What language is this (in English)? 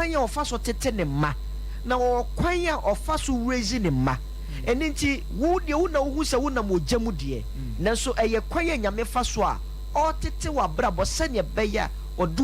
Akan